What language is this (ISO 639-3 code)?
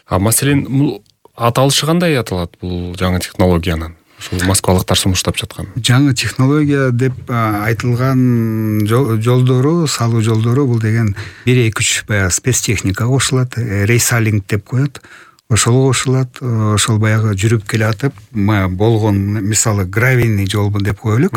kir